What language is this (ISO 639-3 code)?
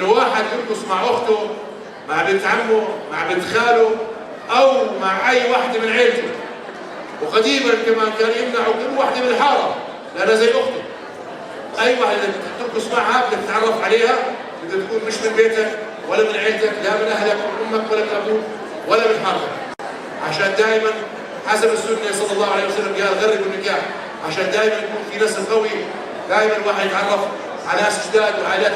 apc